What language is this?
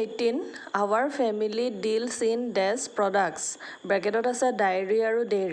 Assamese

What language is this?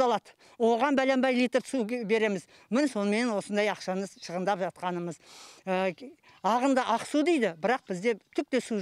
Kazakh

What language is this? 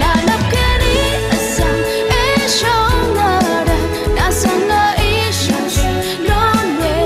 Rawang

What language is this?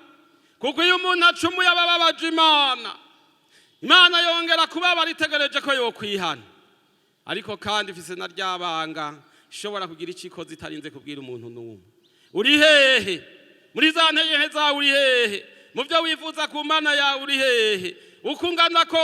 Rundi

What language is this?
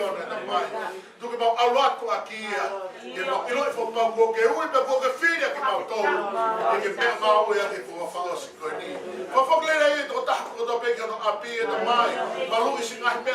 Tongan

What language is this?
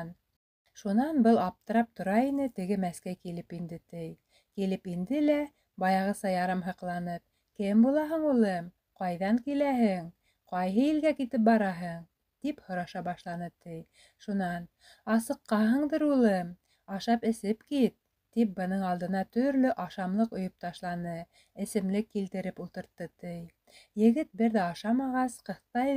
Bashkir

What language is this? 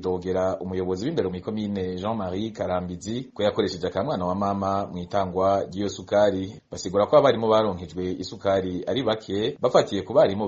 Rundi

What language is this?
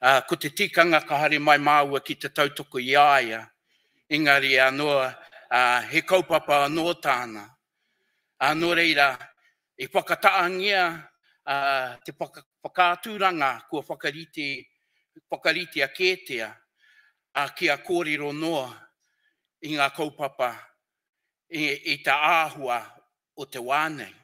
Māori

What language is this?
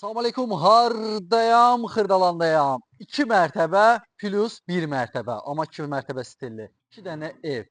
Azerbaijani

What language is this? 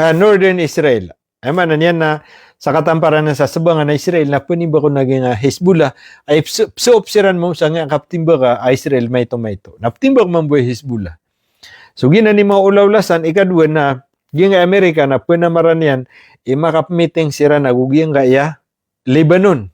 Maranao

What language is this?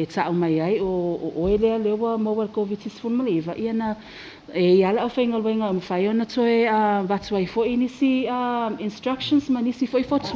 Samoan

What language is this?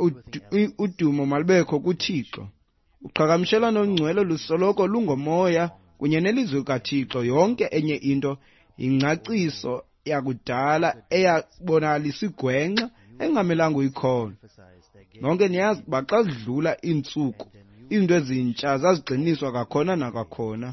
Xhosa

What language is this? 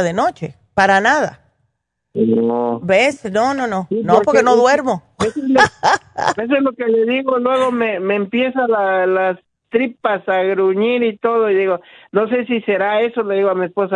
Spanish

